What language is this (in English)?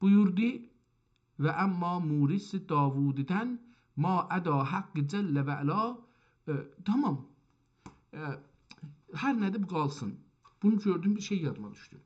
South Azerbaijani